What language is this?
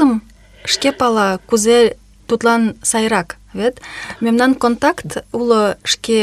Mari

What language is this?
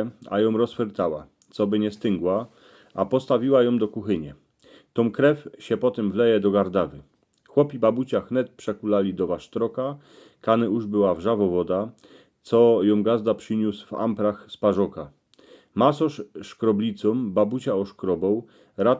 Silesian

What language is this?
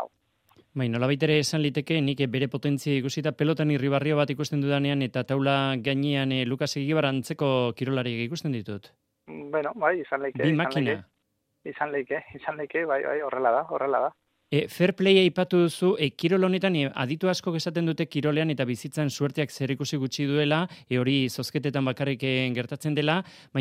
Basque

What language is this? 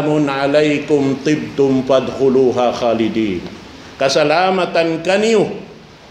Tausug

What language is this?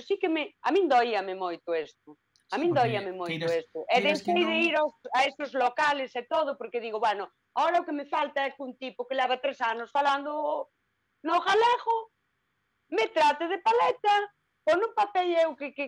Galician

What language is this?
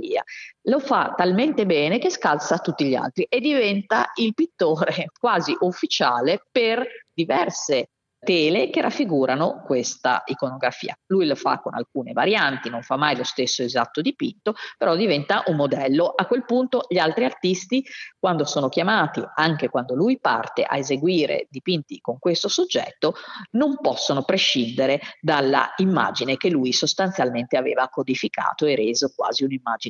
Italian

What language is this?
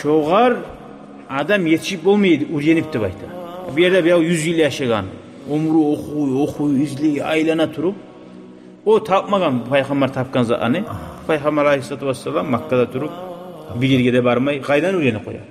Kumyk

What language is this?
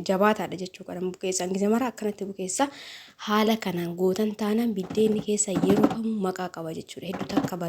Oromo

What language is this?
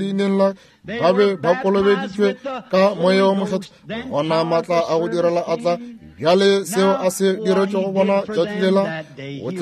Northern Sotho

